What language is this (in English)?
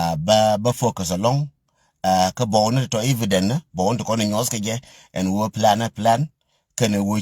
Nuer